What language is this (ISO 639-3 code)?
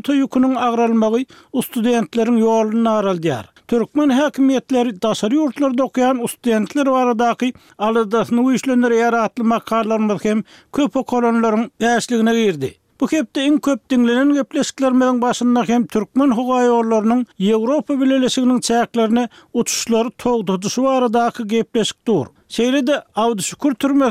tuk